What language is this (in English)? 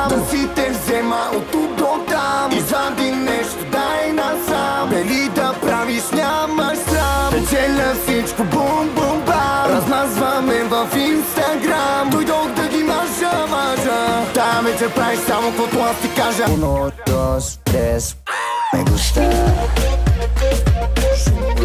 Bulgarian